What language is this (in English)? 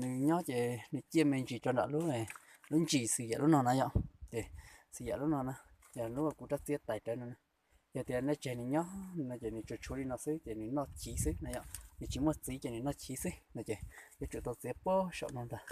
Hmong